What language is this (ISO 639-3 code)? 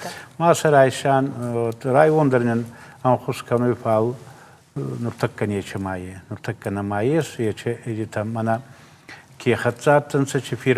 oss